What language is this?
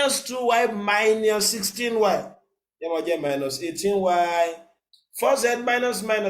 Yoruba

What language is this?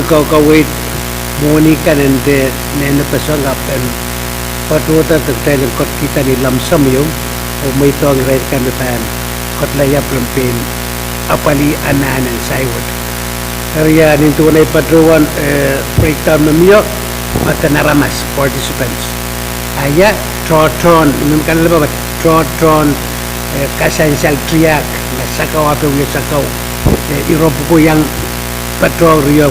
Pohnpeian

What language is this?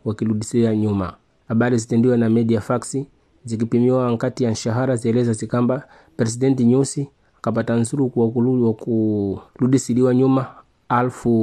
Swahili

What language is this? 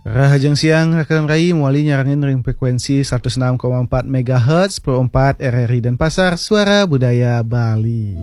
Balinese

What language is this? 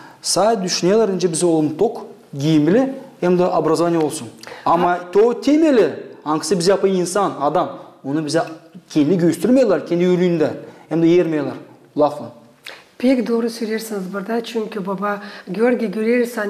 Gagauz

